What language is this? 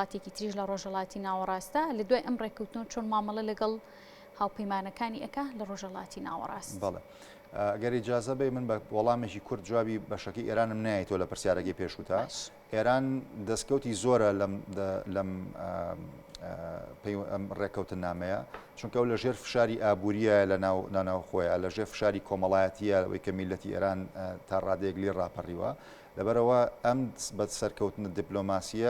Central Kurdish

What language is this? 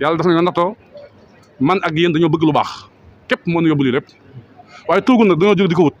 Wolof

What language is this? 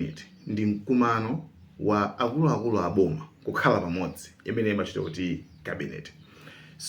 Nyanja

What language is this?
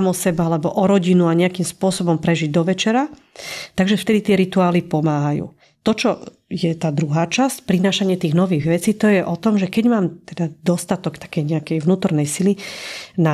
Slovak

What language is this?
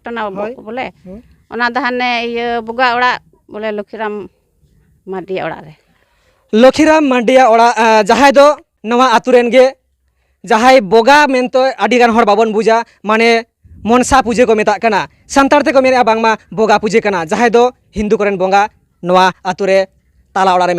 Santali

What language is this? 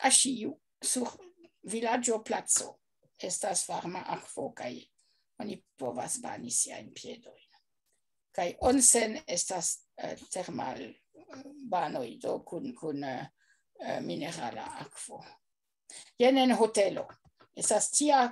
Esperanto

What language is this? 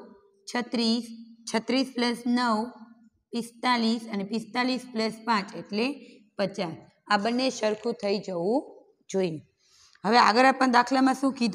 Gujarati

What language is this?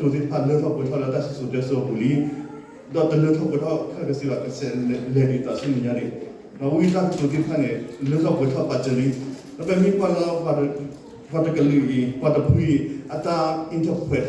S'gaw Karen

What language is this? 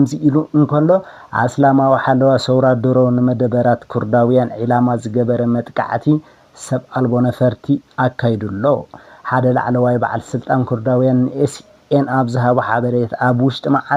Tigrinya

